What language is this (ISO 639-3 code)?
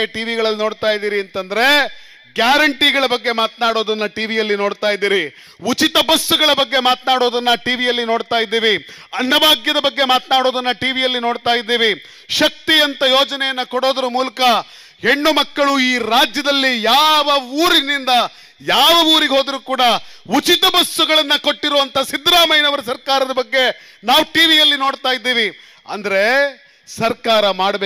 kan